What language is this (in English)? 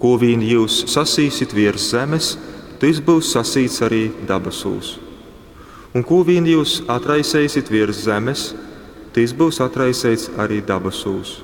Latgalian